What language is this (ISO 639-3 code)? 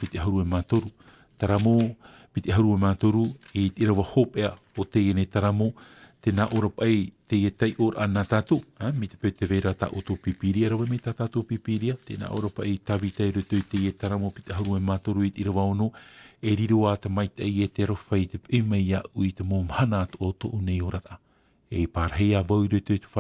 tah